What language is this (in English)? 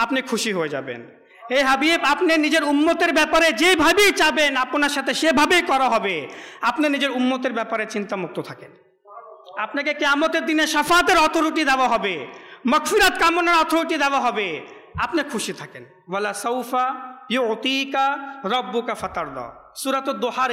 Bangla